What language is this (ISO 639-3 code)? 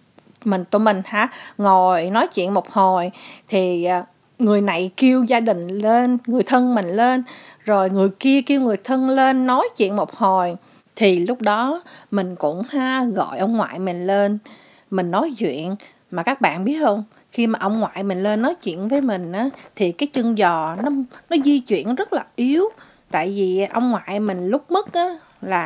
vie